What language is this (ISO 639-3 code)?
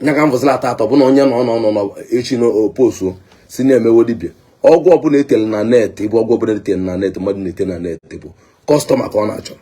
ibo